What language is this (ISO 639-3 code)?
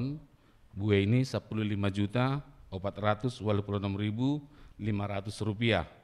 bts